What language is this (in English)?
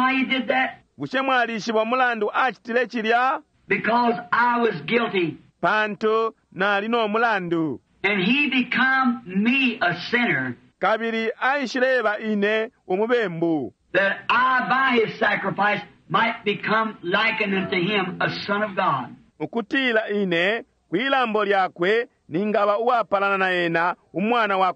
Bemba